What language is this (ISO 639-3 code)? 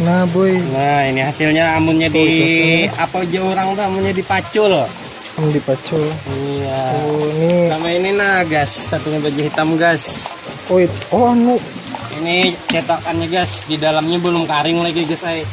bjn